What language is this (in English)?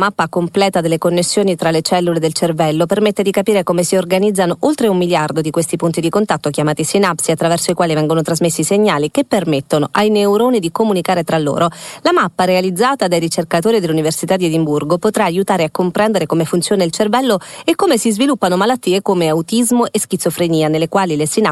Italian